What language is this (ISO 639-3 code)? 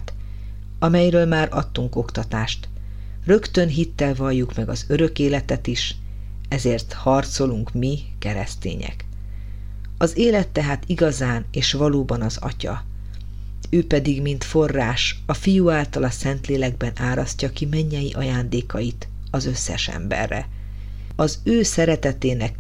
hun